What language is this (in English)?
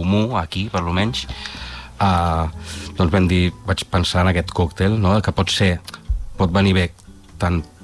Catalan